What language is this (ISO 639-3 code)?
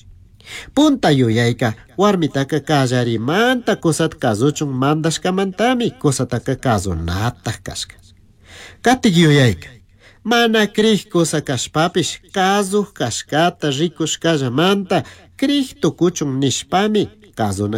qug